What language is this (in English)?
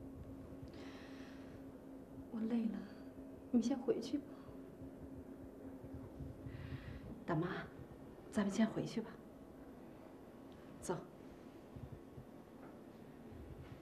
Chinese